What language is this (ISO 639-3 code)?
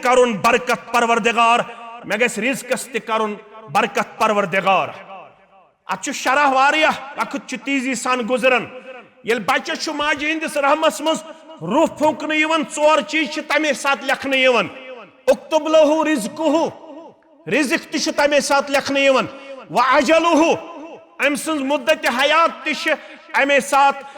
kas